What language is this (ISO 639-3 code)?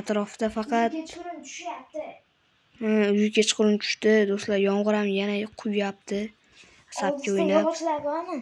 uzb